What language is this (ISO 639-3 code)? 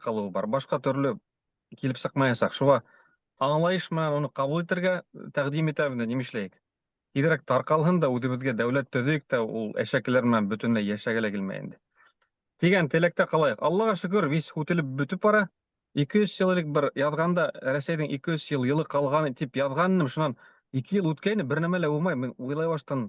bak